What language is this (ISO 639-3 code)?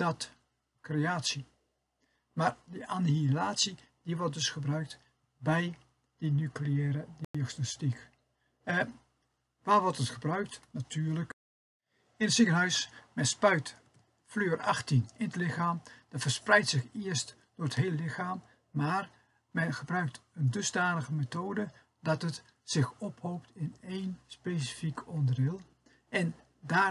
nld